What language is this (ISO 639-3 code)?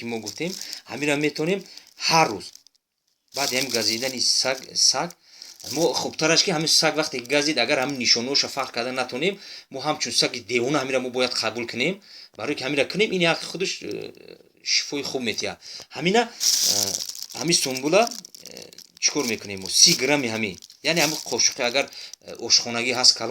tgk